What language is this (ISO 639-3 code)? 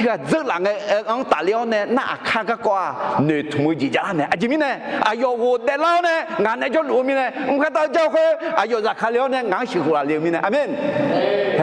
ahk